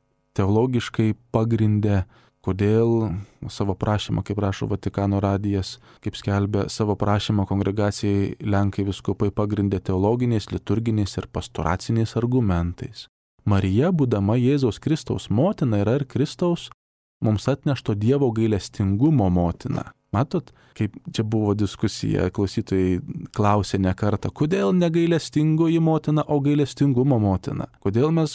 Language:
Lithuanian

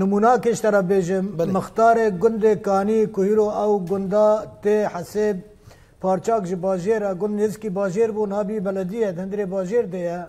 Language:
Kurdish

